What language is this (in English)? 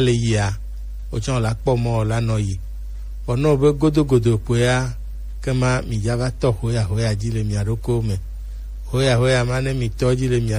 Gen